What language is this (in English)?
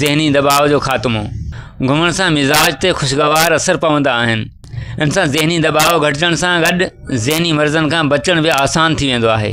Sindhi